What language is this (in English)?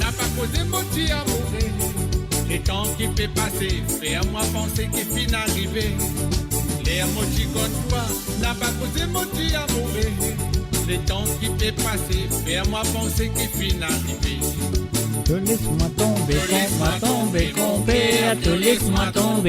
Morisyen